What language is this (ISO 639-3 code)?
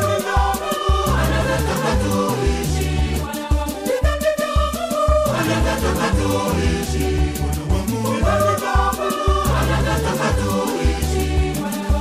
swa